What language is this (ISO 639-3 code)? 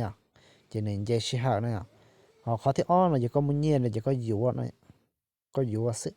hmn